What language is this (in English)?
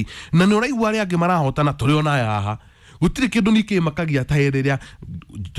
Kikuyu